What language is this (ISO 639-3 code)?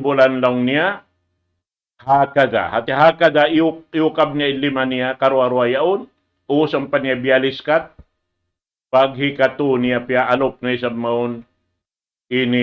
tsg